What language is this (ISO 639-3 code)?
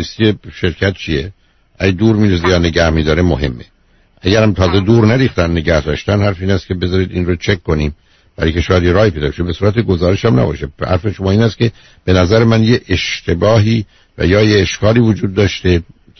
fas